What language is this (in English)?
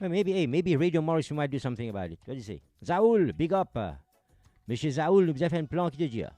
Morisyen